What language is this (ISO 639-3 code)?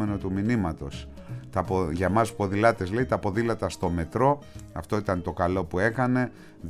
ell